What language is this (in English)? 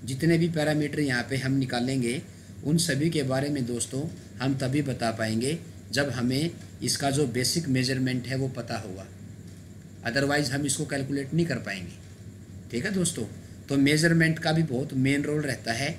Hindi